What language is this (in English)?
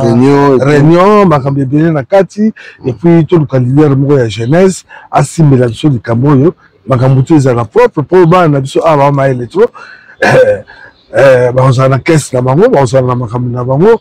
Lingala